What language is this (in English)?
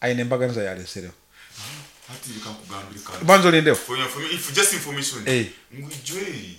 Nyoro